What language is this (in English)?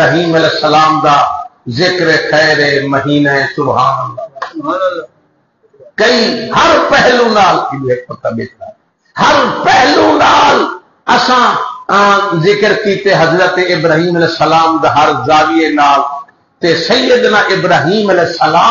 Saraiki